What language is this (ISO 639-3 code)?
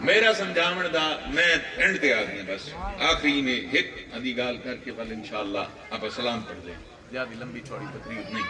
skr